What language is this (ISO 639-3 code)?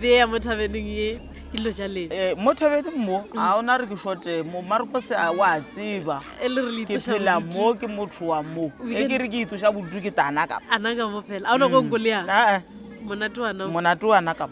nso